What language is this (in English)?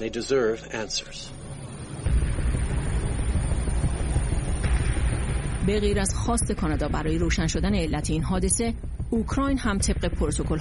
Persian